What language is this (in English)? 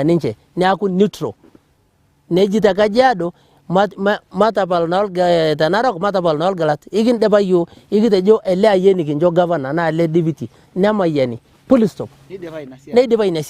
Masai